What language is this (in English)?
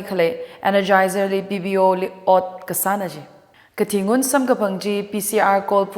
Tangkhul Naga (India)